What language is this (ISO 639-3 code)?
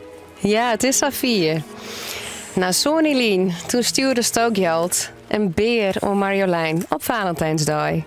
fry